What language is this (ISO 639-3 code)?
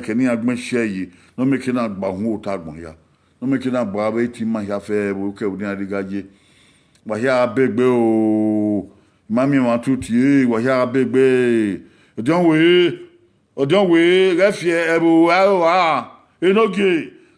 bin